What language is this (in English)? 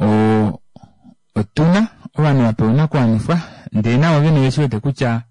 Kuanyama